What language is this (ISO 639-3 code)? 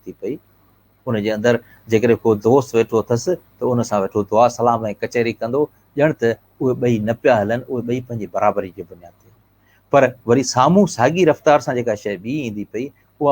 snd